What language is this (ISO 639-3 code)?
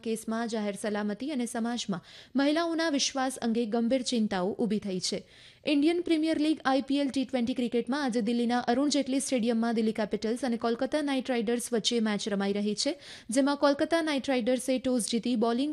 guj